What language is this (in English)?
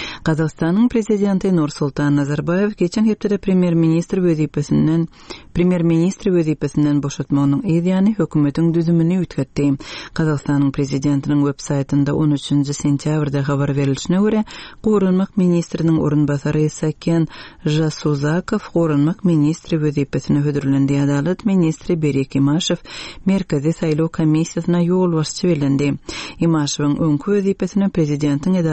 Turkmen